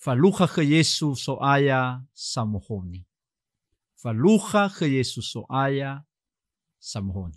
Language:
Nias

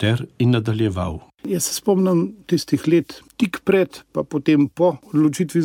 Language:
Slovenian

